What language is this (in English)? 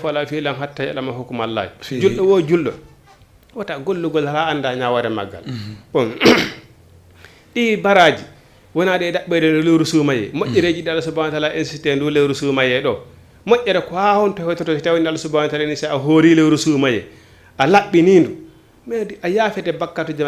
Fula